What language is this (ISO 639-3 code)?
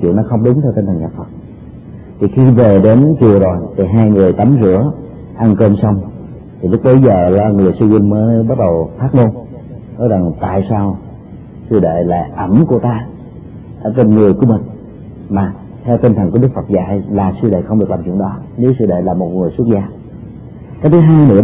vie